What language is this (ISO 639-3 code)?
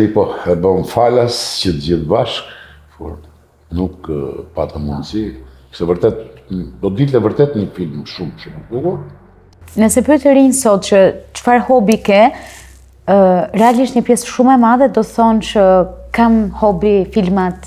sqi